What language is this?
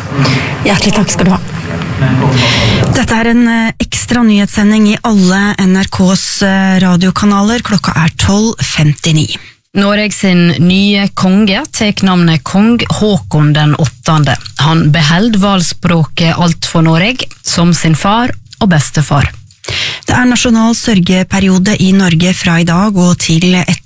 Norwegian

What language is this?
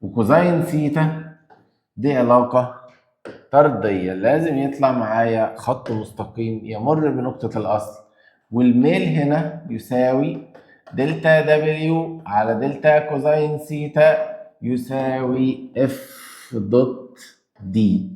Egyptian Arabic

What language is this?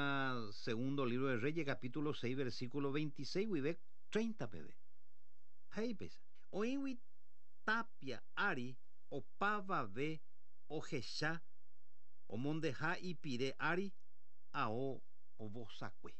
Guarani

